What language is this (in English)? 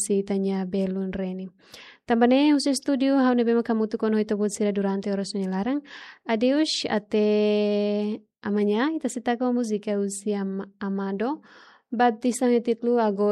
Tetum